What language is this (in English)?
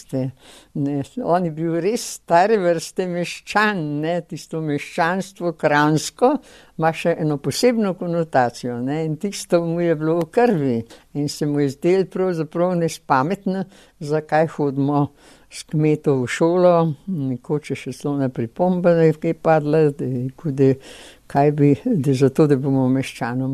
Slovenian